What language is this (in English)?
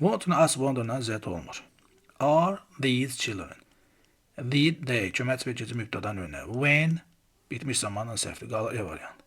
Azerbaijani